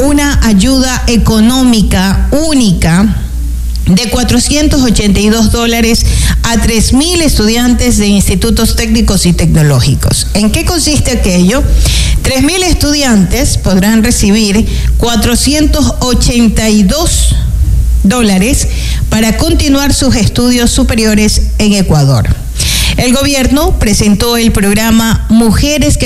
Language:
Spanish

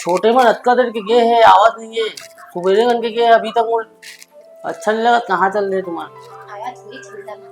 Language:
Chhattisgarhi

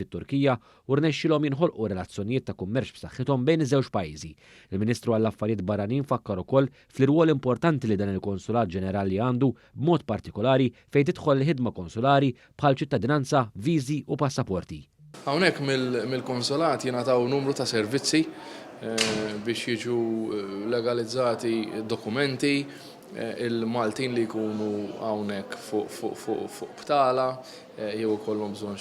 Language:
Maltese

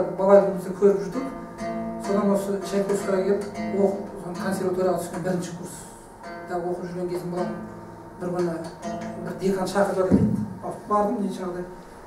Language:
Kazakh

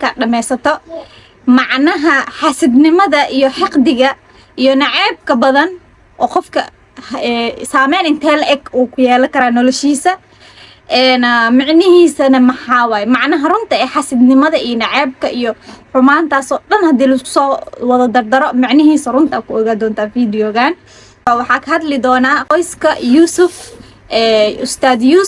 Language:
Somali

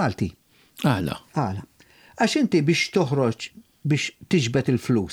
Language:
Maltese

